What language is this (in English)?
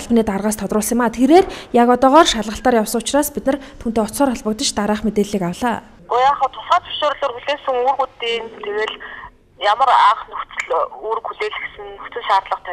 Mongolian